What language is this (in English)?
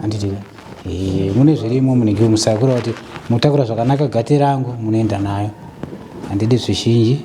Shona